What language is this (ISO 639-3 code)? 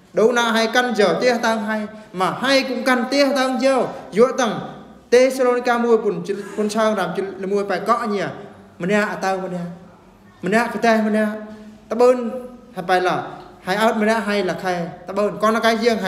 bru